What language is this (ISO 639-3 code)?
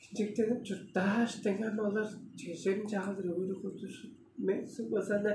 tyv